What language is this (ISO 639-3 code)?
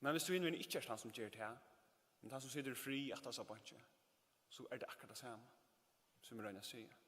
fao